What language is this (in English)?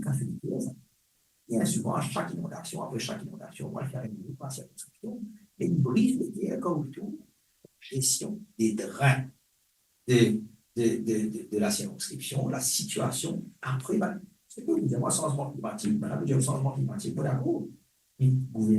Morisyen